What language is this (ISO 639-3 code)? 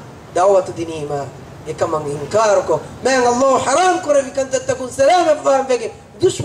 div